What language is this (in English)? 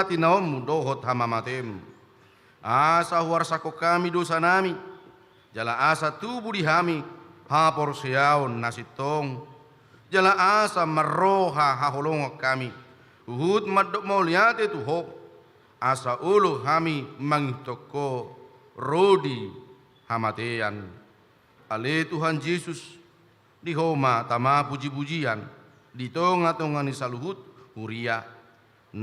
Batak Toba